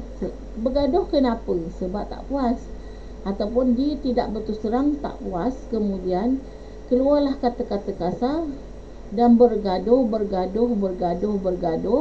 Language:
Malay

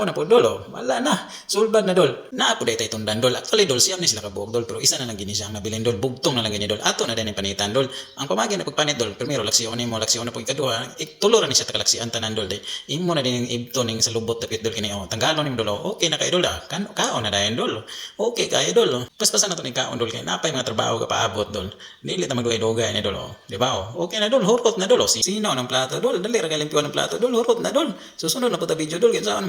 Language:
Cebuano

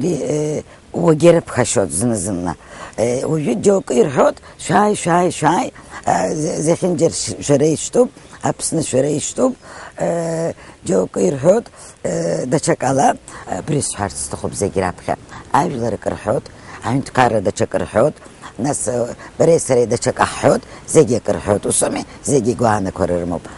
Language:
Abkhazian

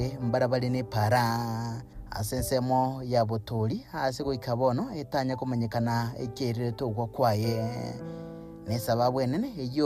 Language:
Gusii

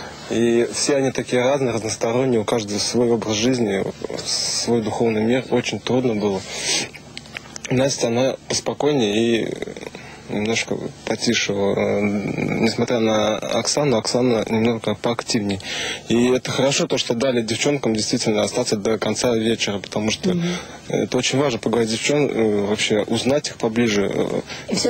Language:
Russian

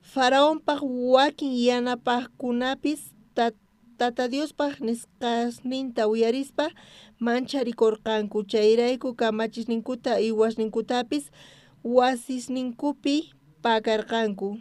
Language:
South Bolivian Quechua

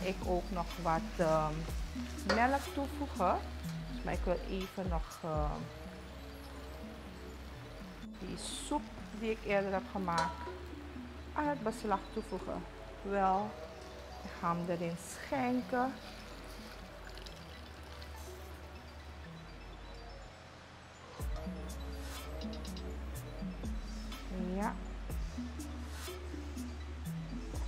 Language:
Dutch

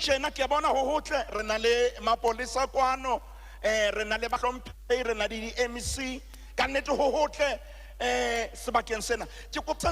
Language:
Southern Sotho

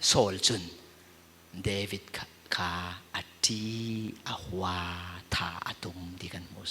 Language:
Falam Chin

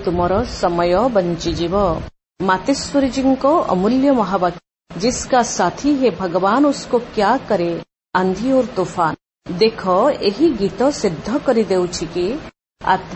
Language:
Odia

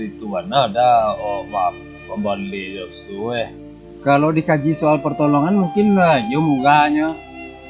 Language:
Minangkabau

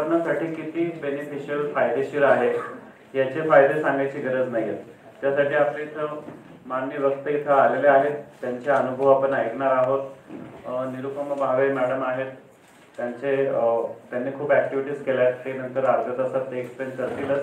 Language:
Marathi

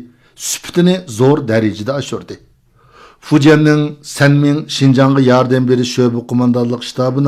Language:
Uyghur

